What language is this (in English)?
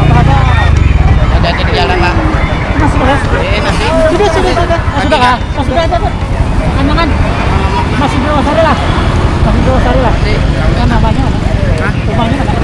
Banjar